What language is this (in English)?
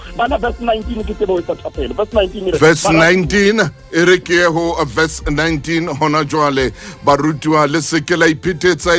Southern Sotho